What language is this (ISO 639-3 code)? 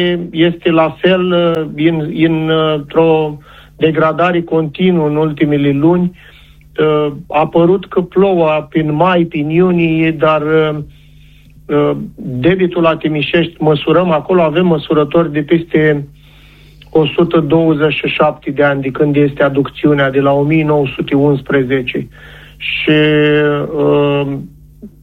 ron